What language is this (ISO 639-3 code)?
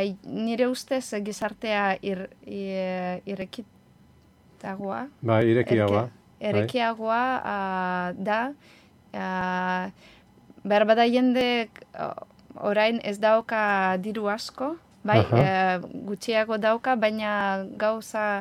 eus